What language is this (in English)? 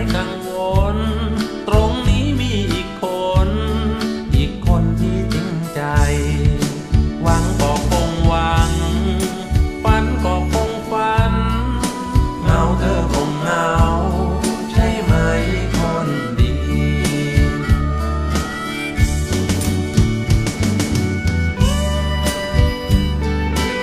Thai